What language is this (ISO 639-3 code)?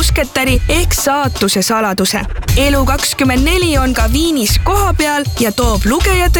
est